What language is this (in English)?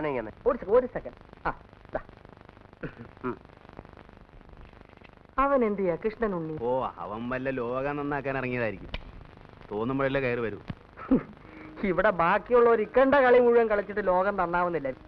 Malayalam